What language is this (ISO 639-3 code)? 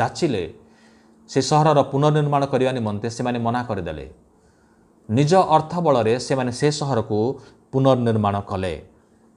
ori